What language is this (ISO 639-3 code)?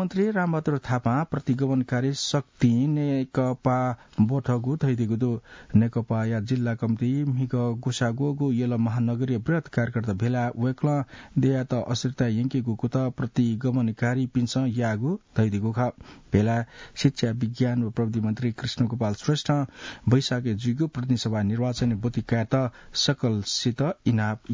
new